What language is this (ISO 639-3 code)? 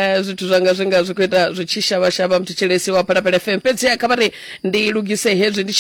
ven